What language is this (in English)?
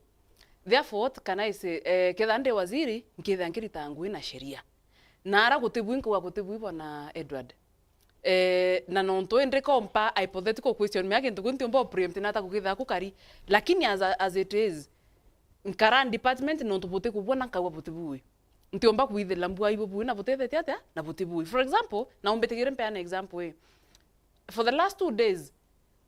Meru